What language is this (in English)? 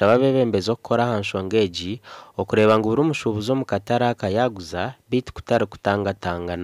Nyankole